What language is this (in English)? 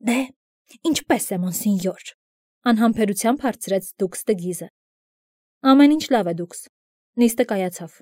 Armenian